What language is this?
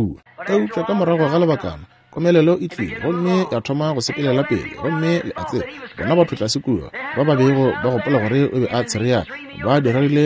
Northern Sotho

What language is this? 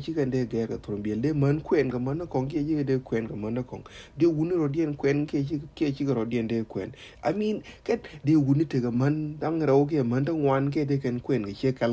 Nuer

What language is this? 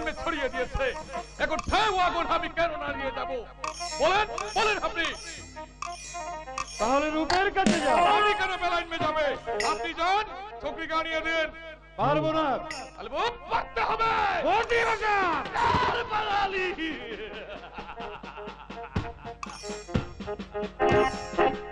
Bangla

